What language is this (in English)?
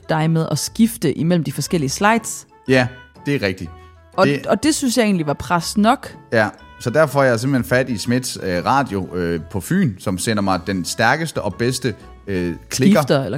Danish